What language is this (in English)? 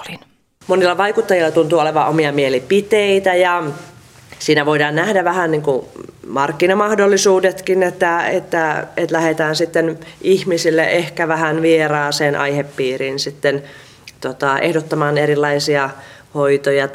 Finnish